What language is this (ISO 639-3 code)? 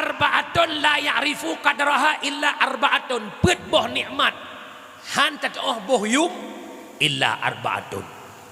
ace